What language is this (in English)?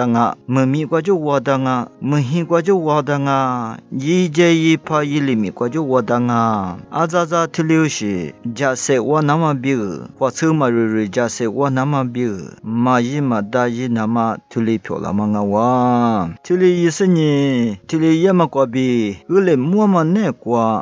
Lisu